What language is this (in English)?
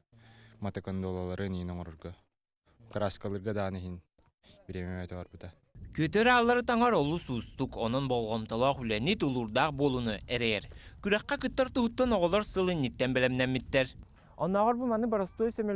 Yakut